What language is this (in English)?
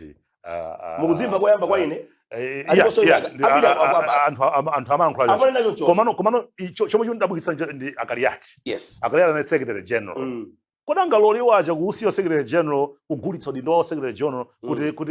Nyanja